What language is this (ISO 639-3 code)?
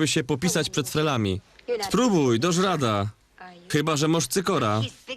szl